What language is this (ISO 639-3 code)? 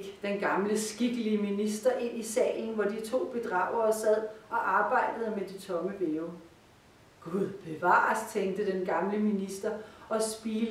dan